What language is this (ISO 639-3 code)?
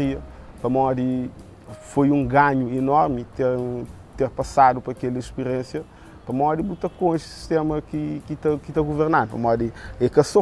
kea